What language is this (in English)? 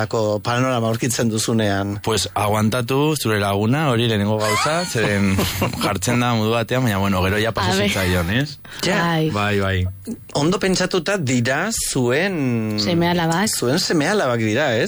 Basque